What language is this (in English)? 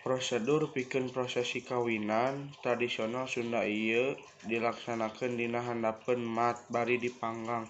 Sundanese